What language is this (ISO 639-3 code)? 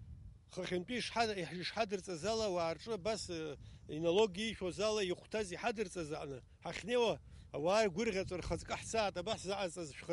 abk